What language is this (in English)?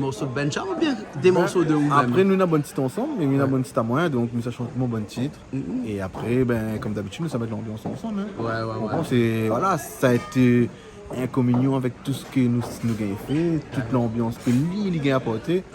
Réunion Creole French